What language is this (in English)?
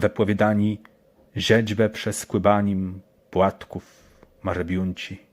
Kashubian